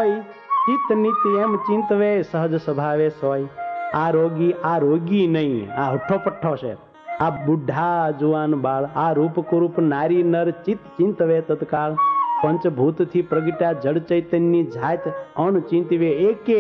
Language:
Gujarati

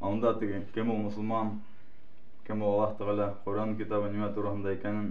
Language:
Bashkir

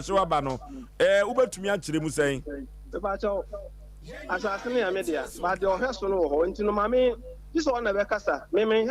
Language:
Akan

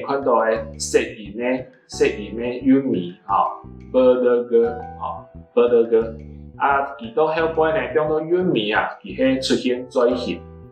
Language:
Hakka Chinese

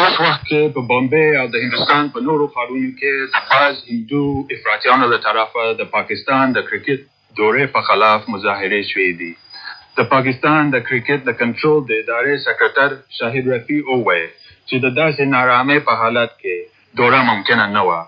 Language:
Pashto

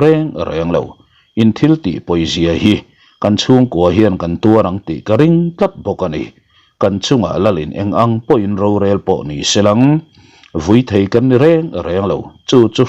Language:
Mizo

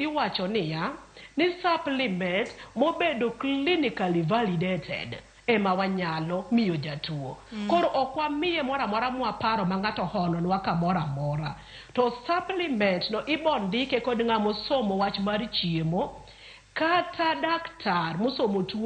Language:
Luo (Kenya and Tanzania)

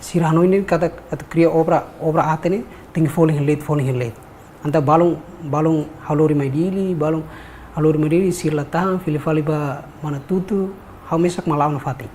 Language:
Tetum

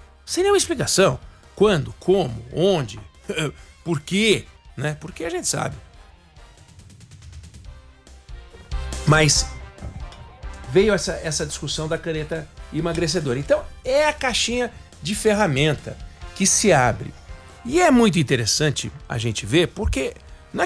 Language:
Portuguese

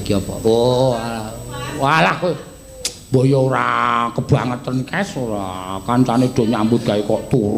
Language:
Javanese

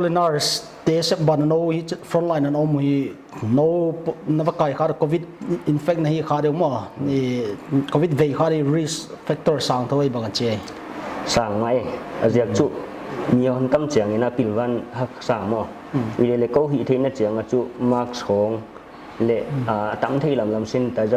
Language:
Paite Chin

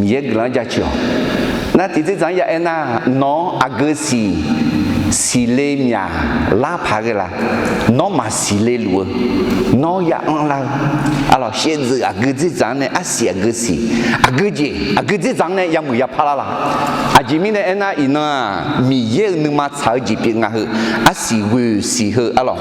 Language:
Akha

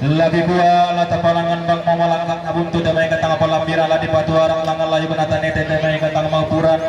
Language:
Toraja-Sa'dan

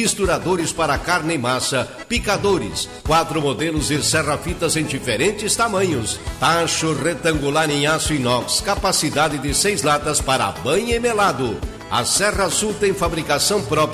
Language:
Portuguese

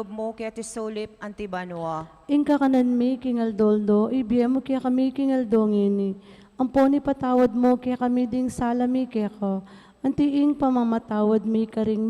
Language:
Pampanga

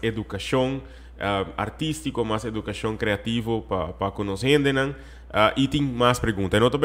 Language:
Papiamento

